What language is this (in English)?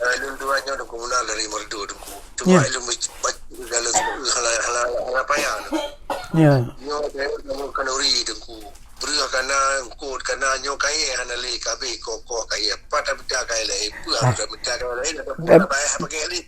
Achinese